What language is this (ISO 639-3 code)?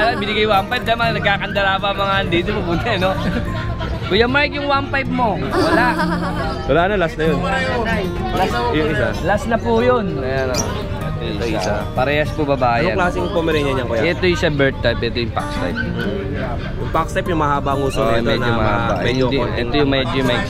fil